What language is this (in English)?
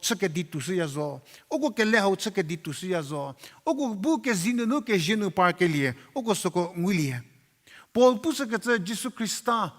Angami Naga